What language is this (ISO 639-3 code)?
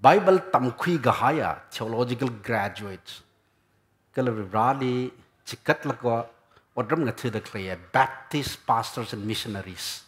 nmf